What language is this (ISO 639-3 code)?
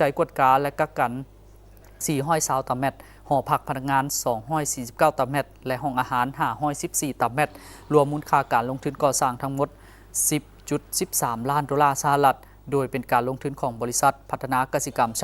lao